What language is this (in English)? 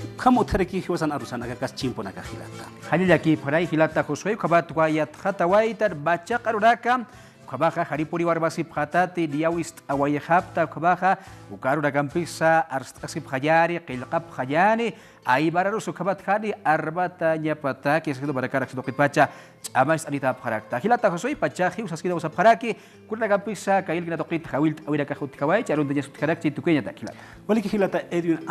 Aymara